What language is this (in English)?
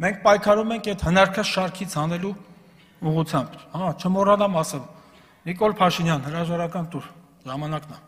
Armenian